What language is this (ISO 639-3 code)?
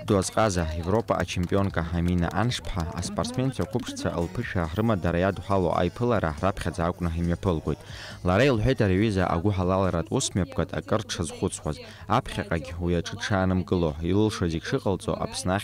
abk